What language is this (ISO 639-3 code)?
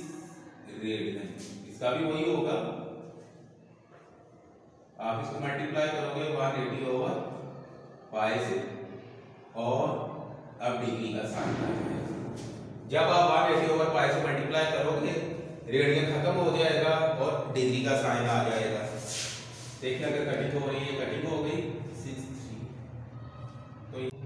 hin